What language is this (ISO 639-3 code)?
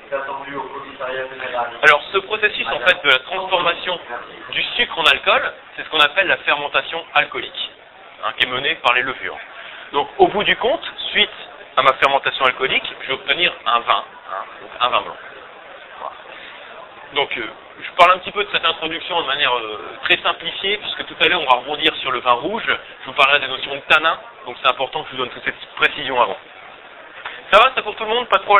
fra